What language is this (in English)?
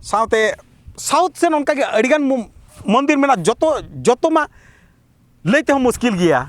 Santali